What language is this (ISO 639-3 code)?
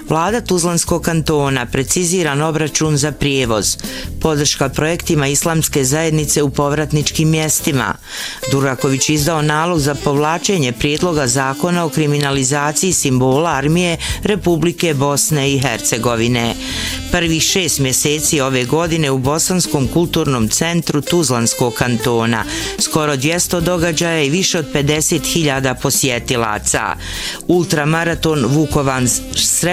bos